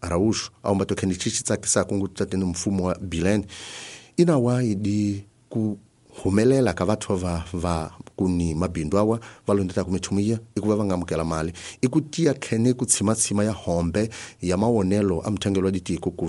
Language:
Tsonga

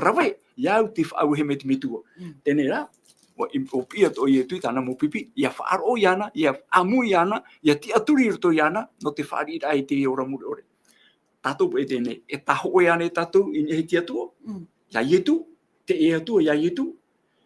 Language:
Tahitian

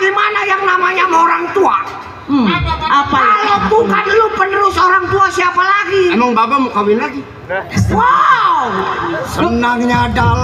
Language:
Betawi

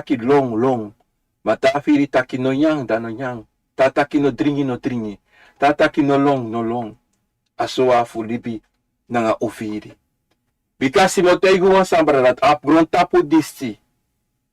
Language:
Sranan Tongo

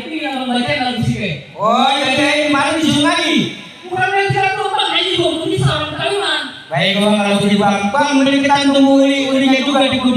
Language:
Betawi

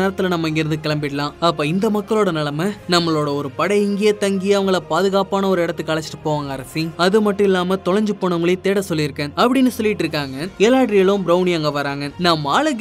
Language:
Tamil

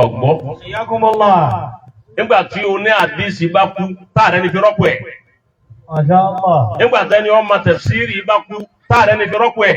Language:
Yoruba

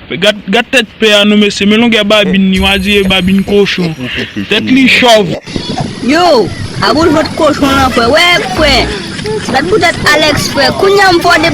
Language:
Haitian Creole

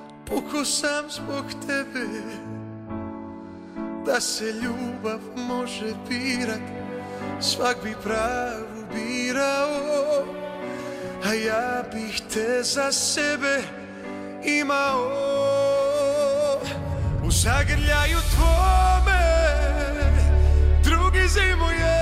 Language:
Serbian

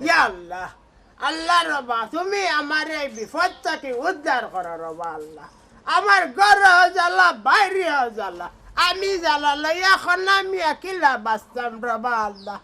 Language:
Sylheti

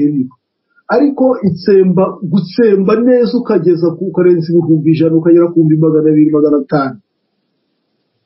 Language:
Kinyarwanda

